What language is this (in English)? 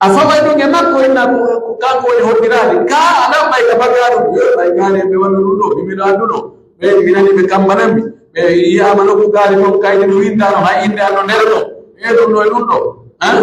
Pular